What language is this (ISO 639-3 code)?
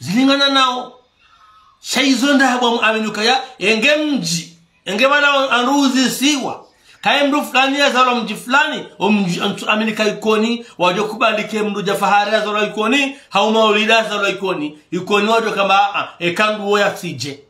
zdj